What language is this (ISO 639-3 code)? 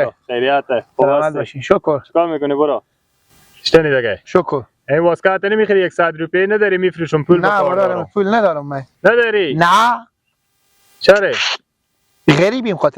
fas